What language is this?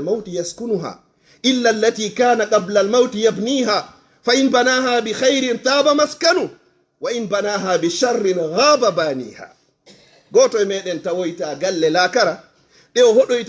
Fula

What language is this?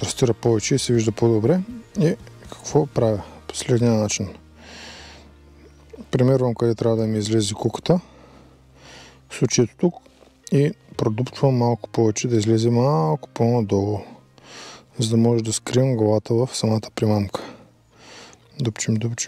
Bulgarian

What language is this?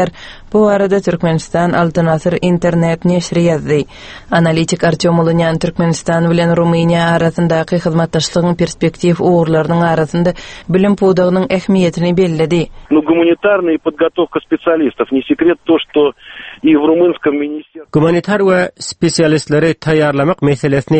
Turkmen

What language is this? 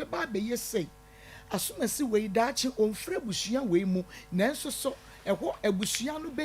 Akan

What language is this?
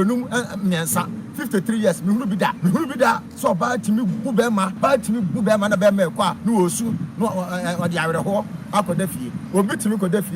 Akan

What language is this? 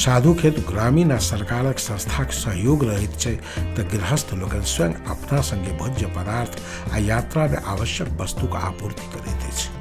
Maithili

